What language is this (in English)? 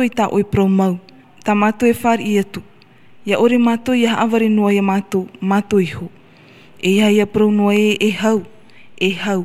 Tahitian